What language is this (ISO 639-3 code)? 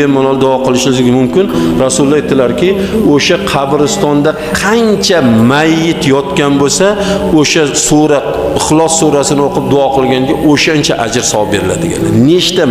uzb